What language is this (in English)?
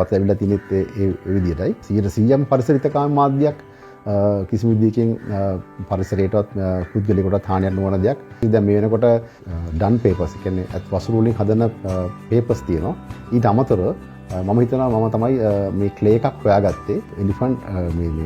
Sinhala